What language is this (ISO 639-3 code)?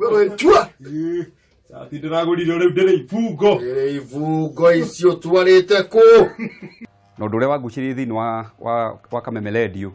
kik